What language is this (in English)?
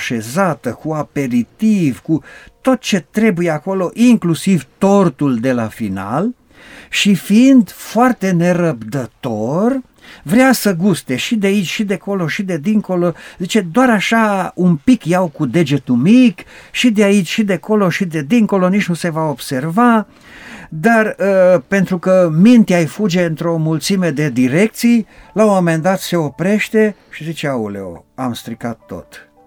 Romanian